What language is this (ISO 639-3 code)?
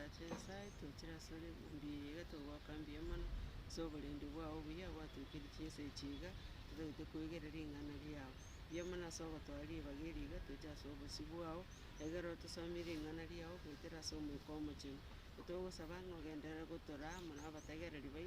guz